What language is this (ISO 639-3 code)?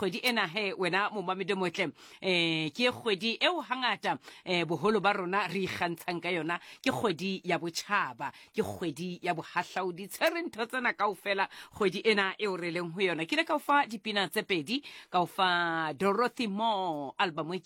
sot